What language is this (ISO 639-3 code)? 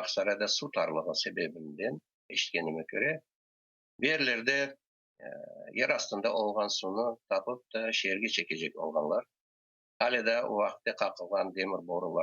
crh